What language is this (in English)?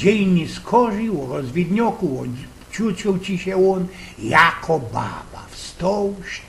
Silesian